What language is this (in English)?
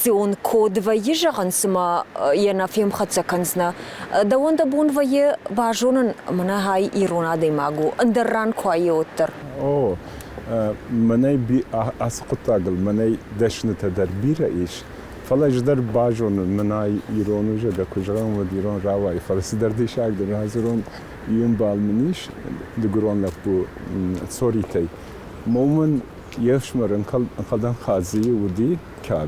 Ossetic